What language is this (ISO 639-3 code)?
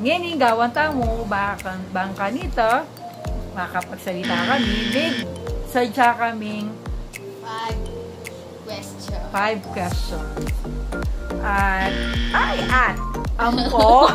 pam